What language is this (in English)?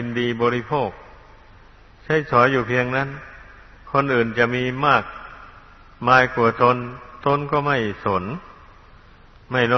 Thai